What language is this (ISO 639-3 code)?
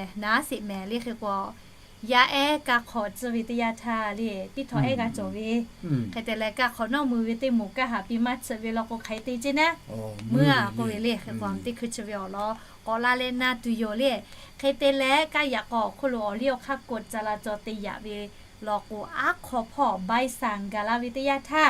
lhu